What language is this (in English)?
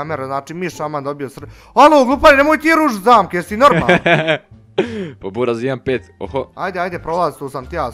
Bosnian